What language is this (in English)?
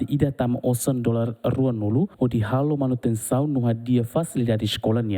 Tetum